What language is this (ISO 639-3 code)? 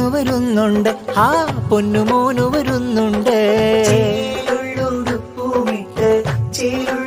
mal